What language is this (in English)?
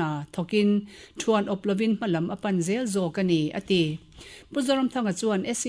Mizo